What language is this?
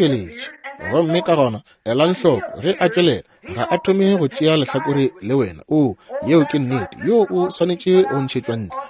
Northern Sotho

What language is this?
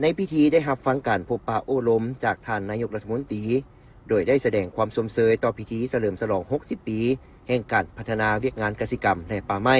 Lao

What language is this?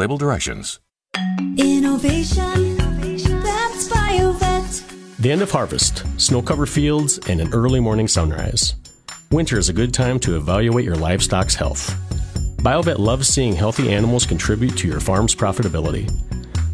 English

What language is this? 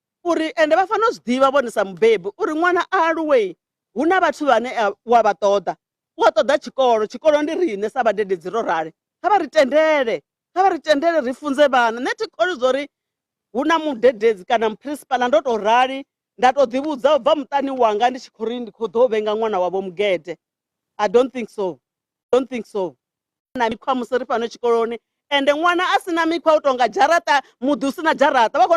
Venda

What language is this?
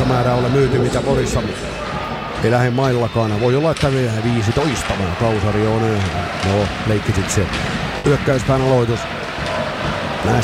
Finnish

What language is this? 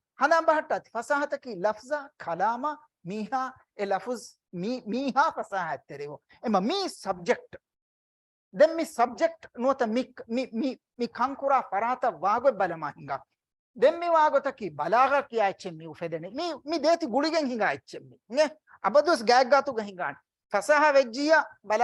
Divehi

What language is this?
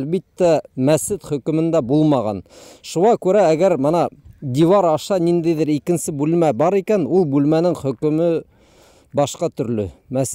Bashkir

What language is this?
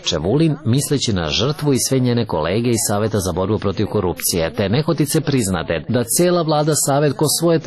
Serbian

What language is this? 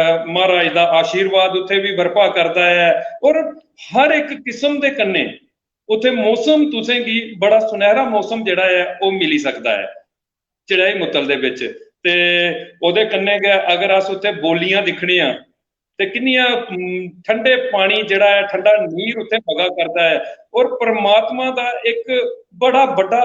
Dogri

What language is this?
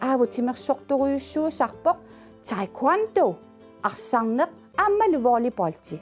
Kalaallisut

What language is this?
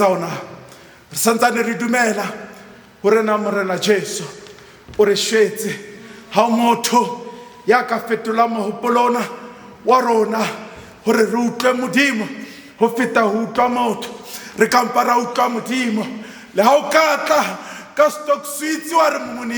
Southern Sotho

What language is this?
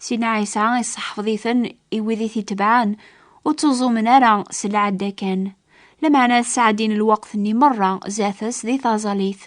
Kabyle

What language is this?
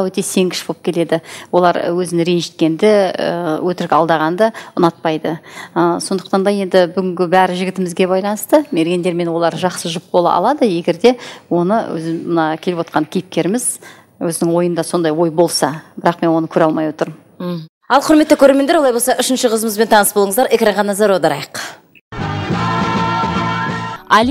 Kazakh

